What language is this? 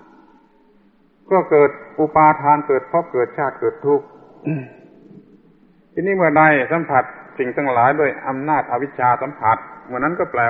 Thai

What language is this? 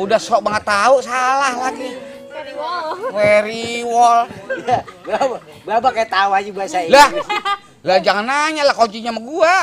Betawi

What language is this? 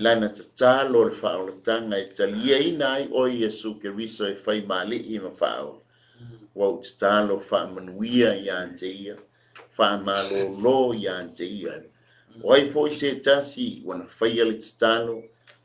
Samoan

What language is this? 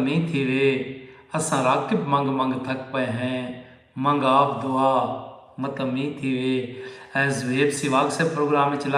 Saraiki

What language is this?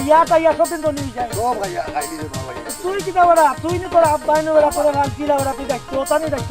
Sylheti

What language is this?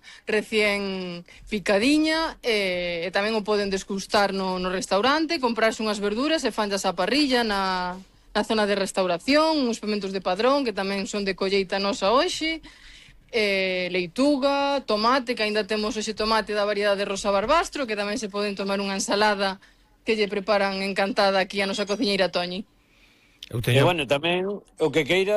Galician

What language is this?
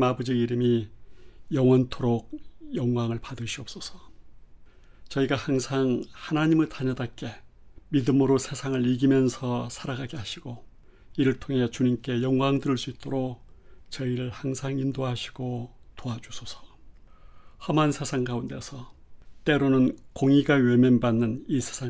Korean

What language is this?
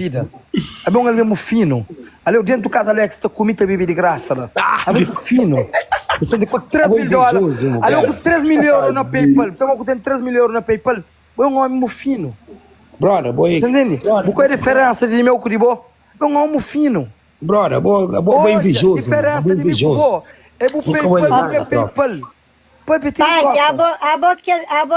Kabuverdianu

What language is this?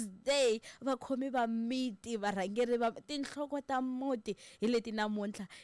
Tsonga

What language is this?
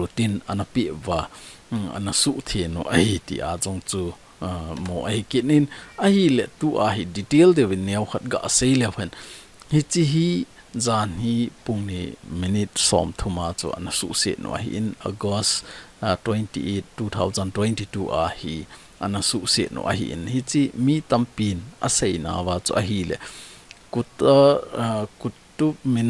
Thado Chin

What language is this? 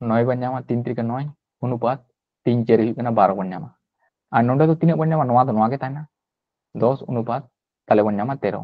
Santali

